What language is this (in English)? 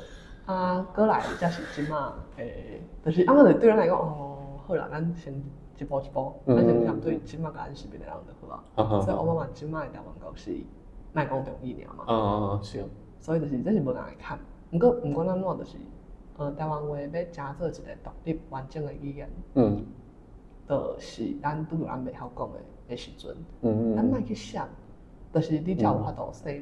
Min Nan Chinese